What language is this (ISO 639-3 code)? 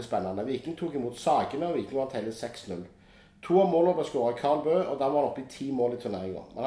nor